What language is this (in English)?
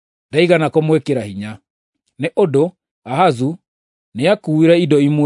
Kikuyu